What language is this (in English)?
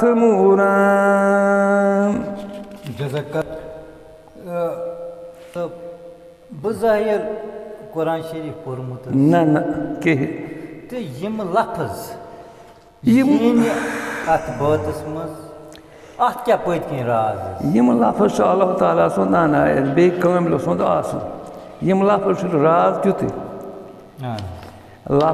Kashmiri